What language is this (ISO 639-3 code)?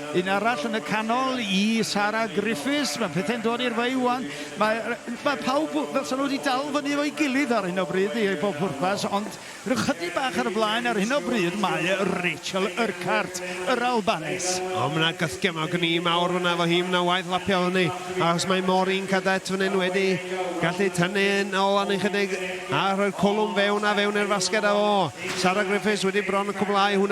cym